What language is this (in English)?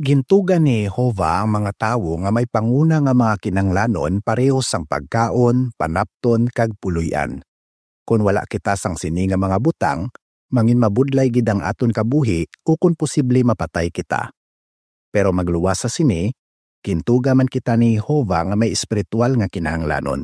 Hiligaynon